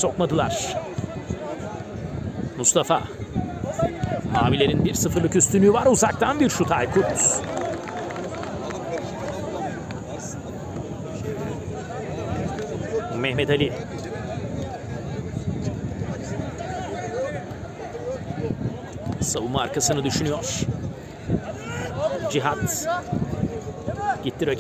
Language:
Turkish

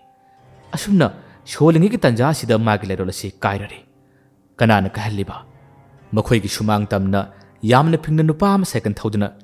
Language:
Manipuri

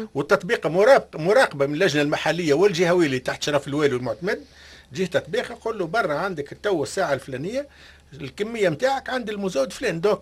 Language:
Tunisian Arabic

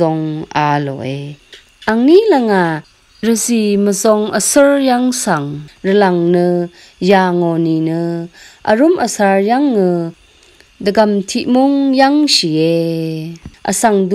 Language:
Rawang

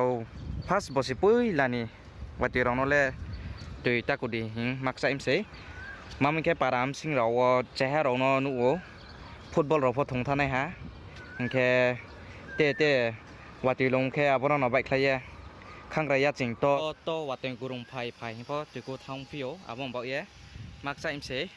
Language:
Riang (India)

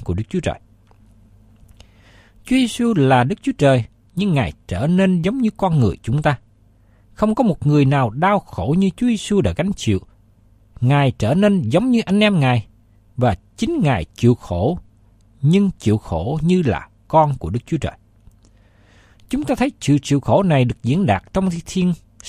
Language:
Vietnamese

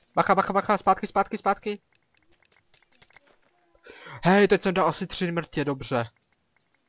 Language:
Czech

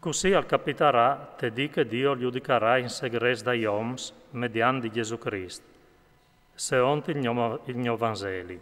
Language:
Friulian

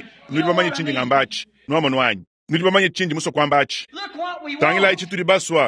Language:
Luba-Lulua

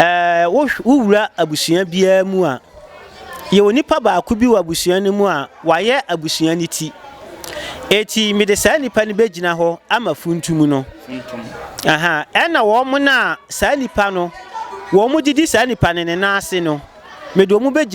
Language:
Akan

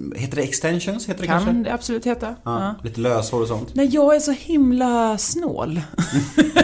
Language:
Swedish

